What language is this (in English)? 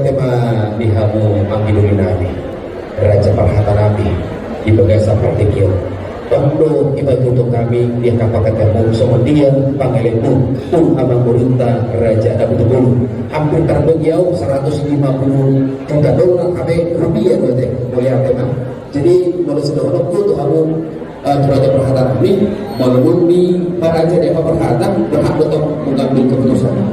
Batak Toba